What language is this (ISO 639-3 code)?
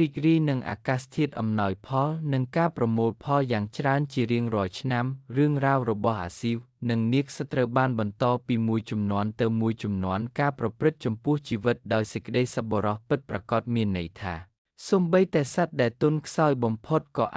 khm